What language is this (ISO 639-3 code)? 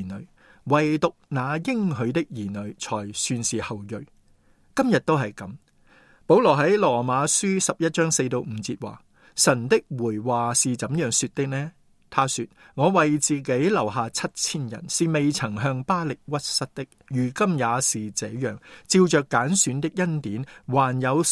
yue